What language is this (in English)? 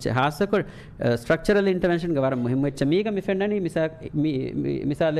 Divehi